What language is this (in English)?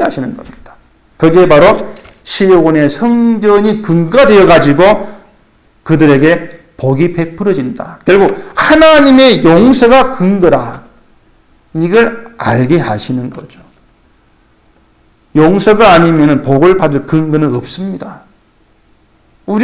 Korean